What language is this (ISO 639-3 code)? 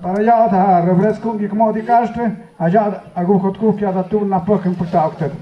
mxp